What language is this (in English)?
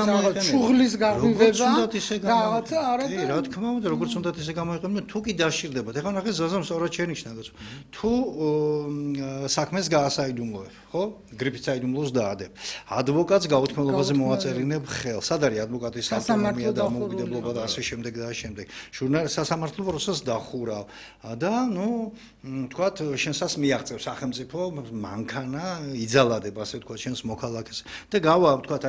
Georgian